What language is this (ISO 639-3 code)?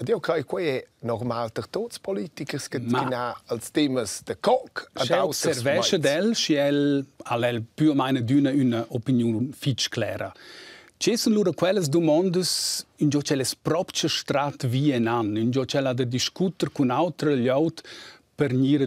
roh